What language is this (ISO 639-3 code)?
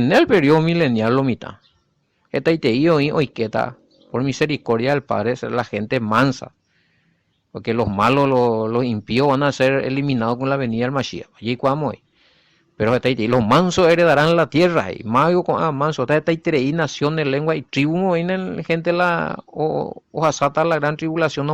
grn